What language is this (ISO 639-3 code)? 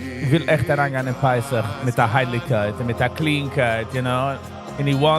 yid